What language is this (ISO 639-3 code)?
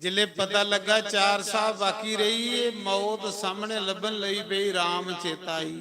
doi